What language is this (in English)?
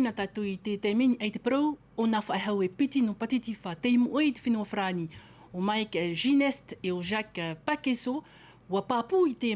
Tahitian